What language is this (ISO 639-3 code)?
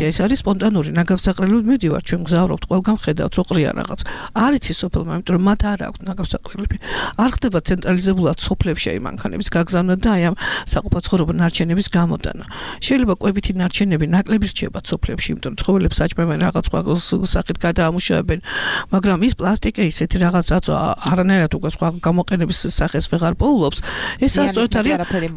kat